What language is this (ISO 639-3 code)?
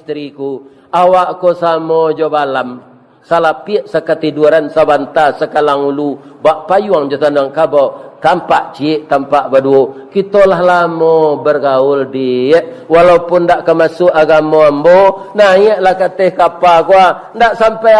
min